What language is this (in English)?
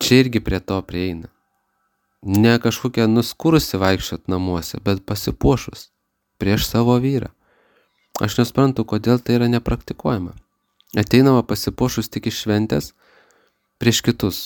Lithuanian